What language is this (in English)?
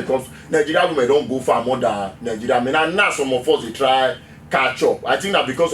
Nigerian Pidgin